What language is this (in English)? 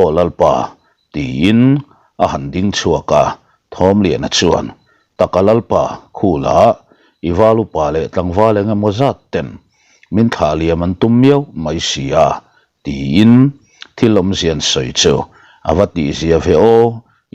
Mizo